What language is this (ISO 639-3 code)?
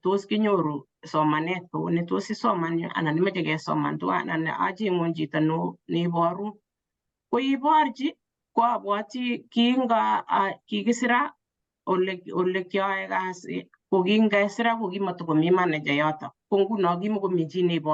kln